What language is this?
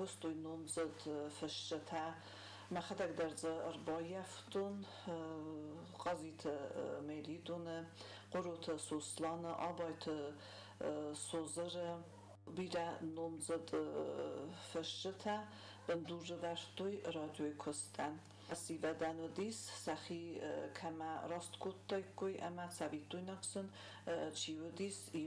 Ossetic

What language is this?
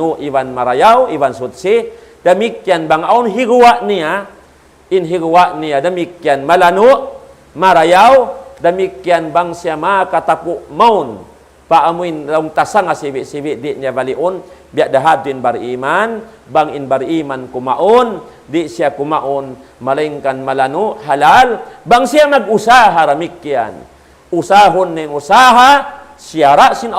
Tausug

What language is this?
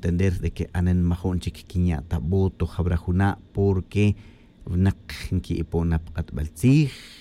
Tz'utujil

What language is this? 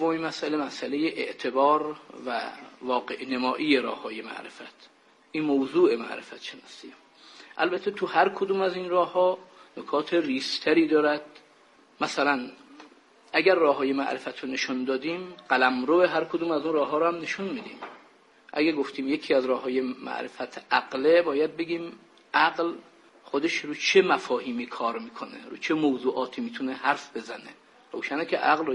Persian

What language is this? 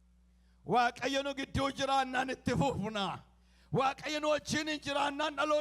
Oromo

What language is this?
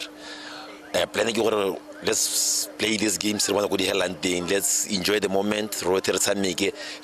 Tswana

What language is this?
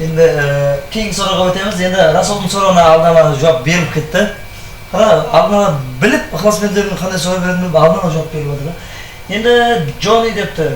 Kara-Kalpak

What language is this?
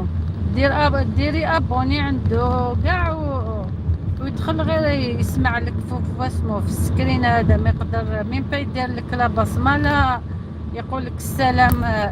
Algerian Arabic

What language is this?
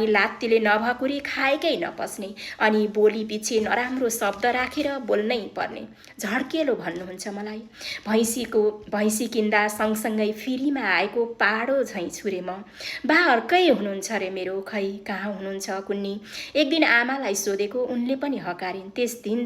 Nepali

